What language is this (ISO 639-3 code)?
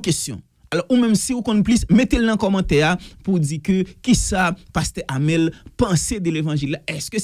hat